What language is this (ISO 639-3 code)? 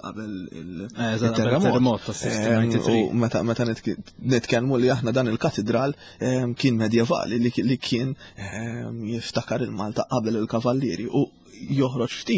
mlt